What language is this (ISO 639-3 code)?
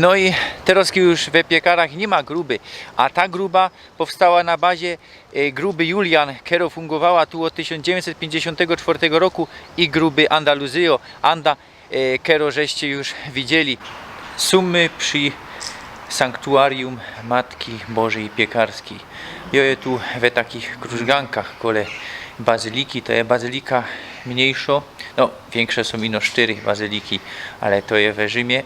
szl